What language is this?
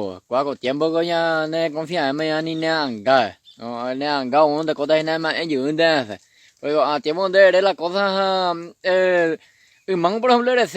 Guarani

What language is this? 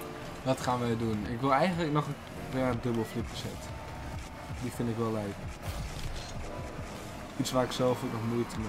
Dutch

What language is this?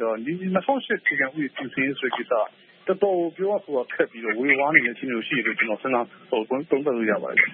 Burmese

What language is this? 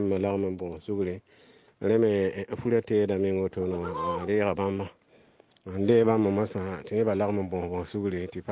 Mossi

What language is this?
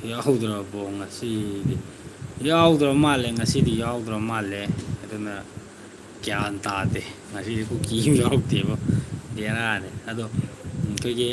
Manipuri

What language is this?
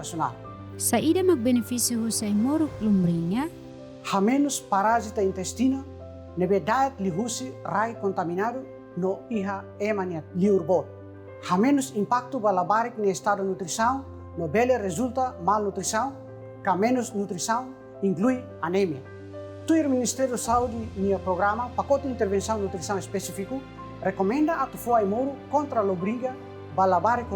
Tetum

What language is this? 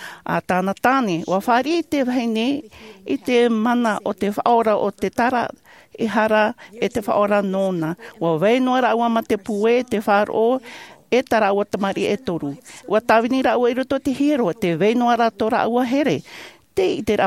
Tahitian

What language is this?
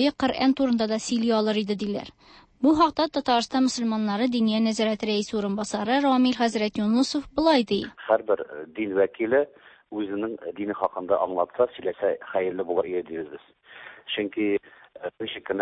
Tatar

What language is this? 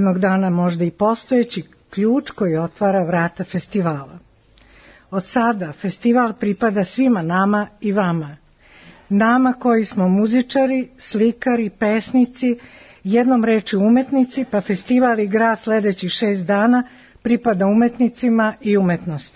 Serbian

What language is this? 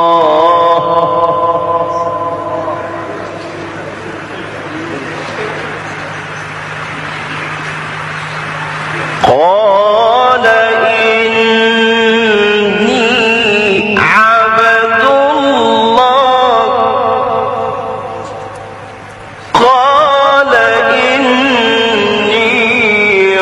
Arabic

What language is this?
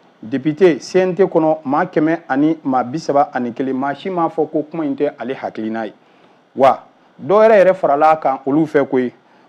Bambara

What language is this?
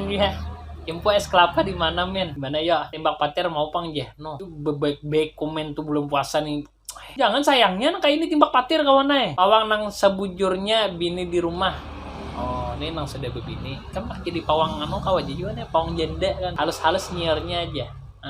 Banjar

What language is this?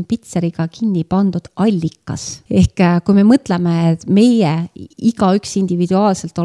Estonian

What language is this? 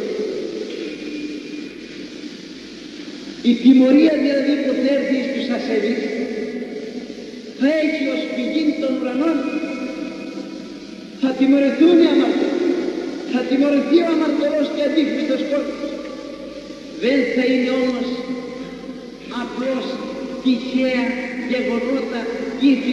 Greek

